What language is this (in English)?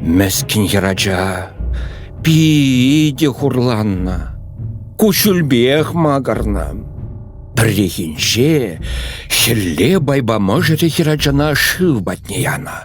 Chuvash